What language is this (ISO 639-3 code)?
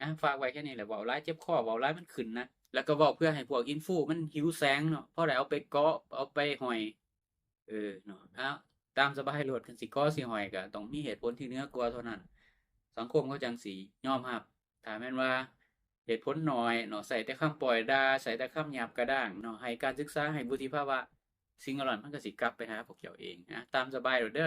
lao